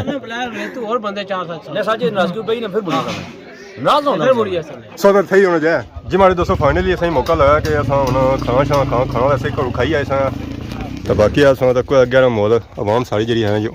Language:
Pahari-Potwari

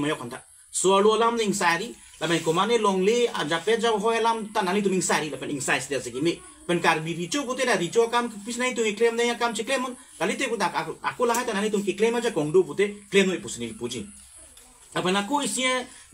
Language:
Karbi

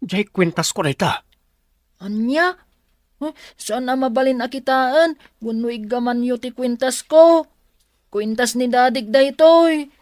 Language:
Iloko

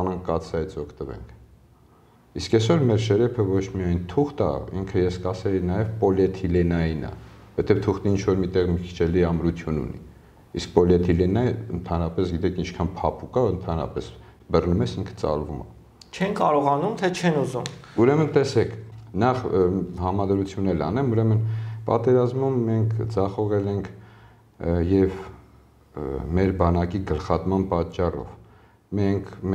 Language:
Armenian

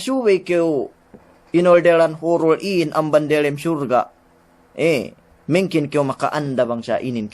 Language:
Yakan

